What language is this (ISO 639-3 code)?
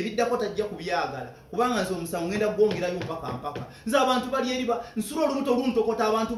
lug